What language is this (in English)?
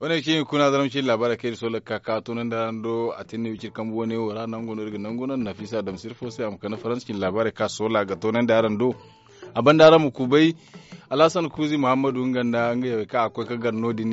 Zarma